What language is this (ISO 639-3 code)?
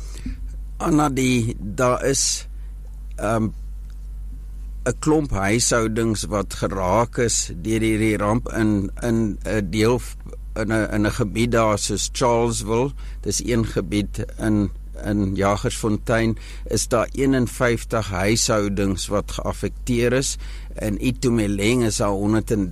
afr